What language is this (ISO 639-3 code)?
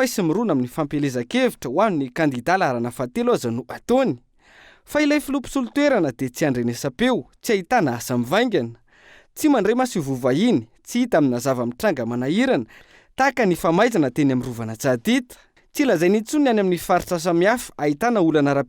mlg